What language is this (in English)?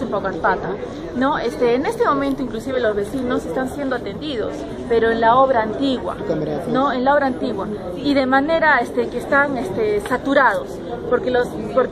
Spanish